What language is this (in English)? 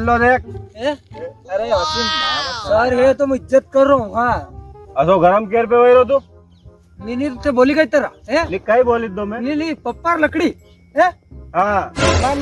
Rajasthani